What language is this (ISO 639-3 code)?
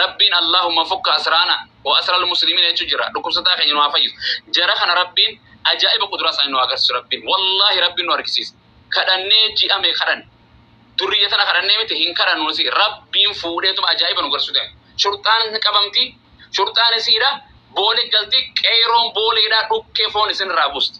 orm